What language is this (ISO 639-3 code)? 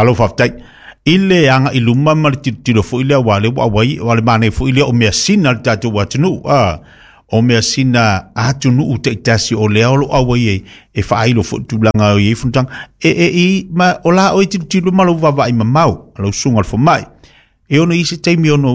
smo